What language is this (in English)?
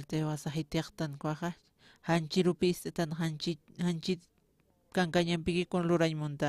Aymara